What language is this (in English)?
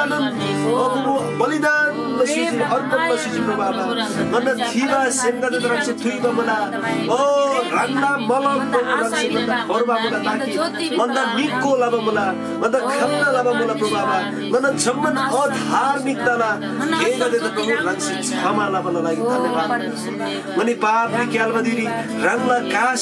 Eastern Tamang